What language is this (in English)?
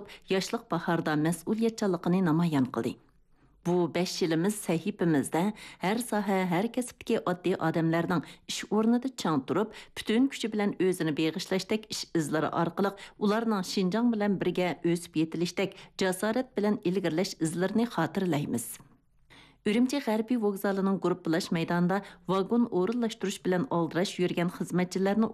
Uyghur